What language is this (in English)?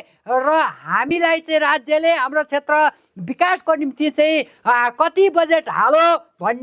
Nepali